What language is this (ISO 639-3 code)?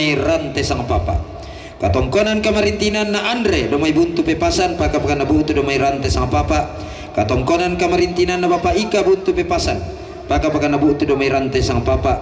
sda